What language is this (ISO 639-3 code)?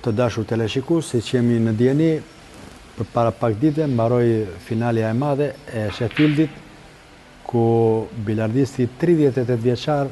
sqi